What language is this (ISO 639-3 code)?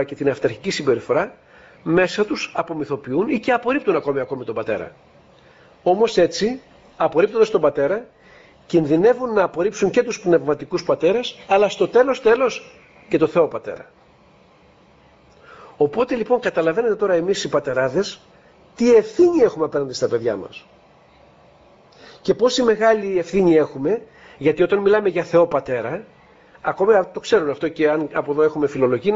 ell